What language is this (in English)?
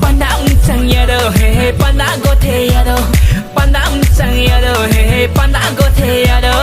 Kok Borok